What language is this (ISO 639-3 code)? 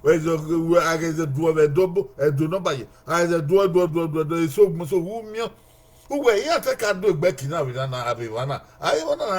bin